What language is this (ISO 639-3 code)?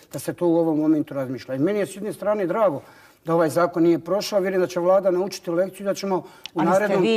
bos